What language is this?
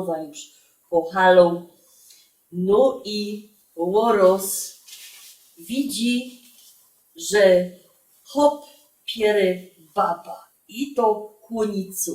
Silesian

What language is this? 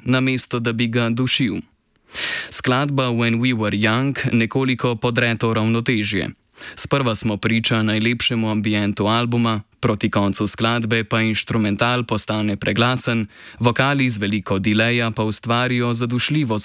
Slovenian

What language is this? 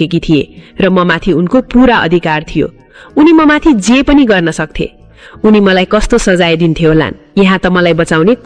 Nepali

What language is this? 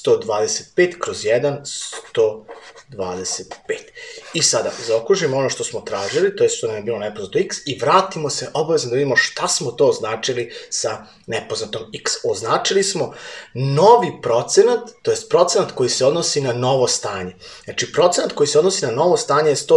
Serbian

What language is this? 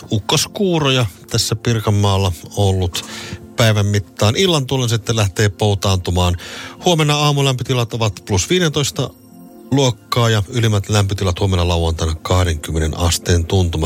Finnish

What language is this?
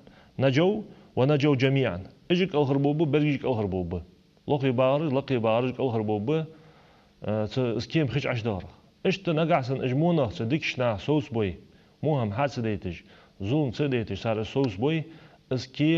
Ingush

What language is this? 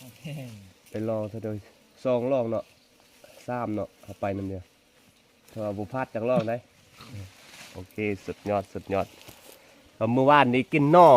Lao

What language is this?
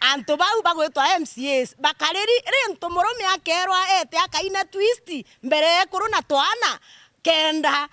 Meru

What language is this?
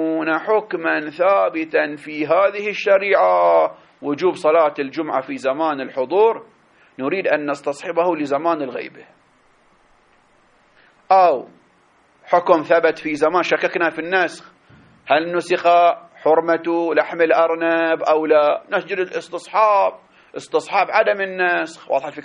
Arabic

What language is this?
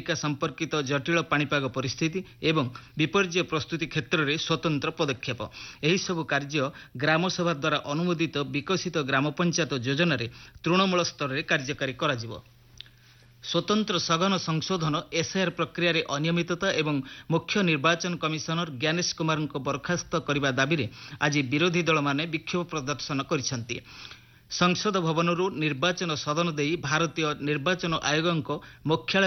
Odia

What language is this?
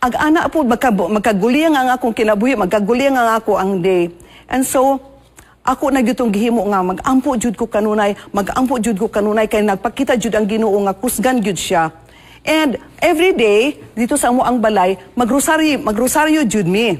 Cebuano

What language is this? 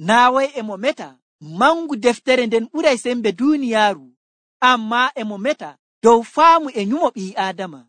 Nigerian Fulfulde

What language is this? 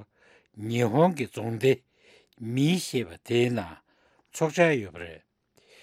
Tibetan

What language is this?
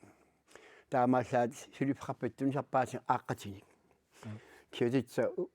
Kalaallisut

